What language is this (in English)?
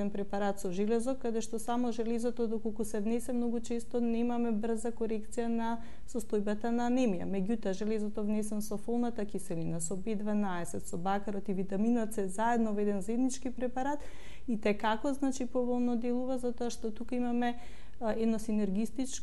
Macedonian